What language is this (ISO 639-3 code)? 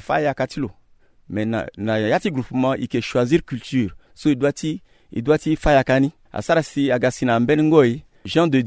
sag